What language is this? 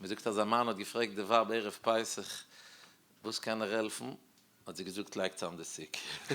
Yiddish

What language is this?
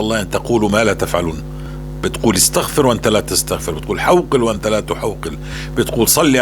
North Levantine Arabic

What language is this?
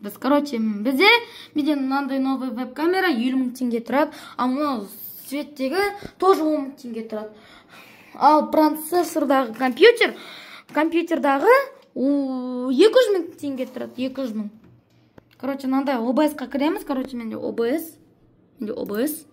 Kazakh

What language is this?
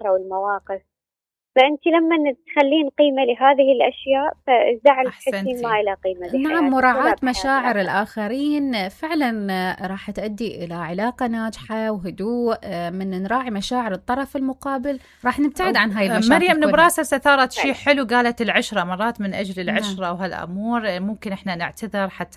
Mesopotamian Arabic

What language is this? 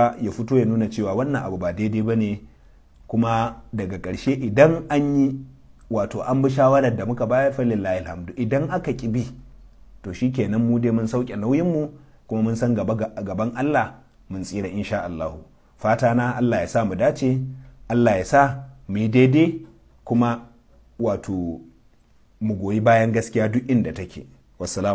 Hausa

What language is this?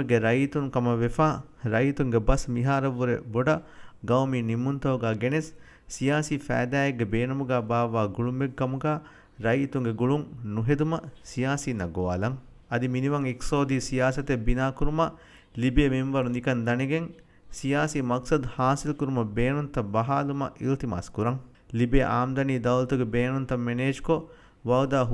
Divehi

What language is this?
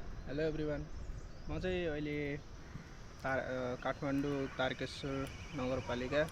Nepali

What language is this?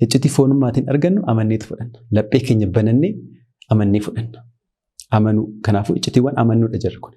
Oromo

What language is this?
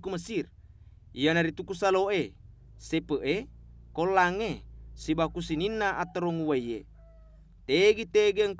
Buginese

